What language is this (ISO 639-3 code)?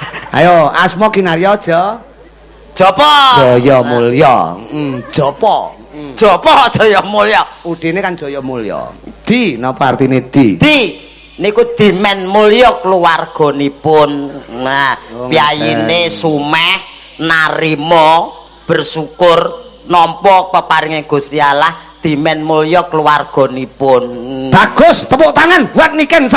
jav